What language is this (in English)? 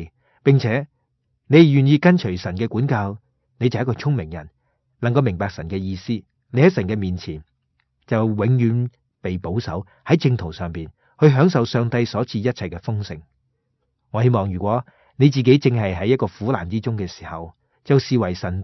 Cantonese